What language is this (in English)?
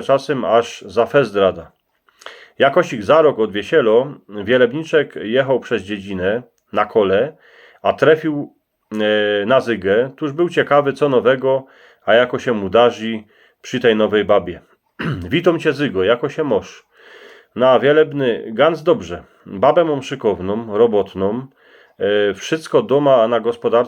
Silesian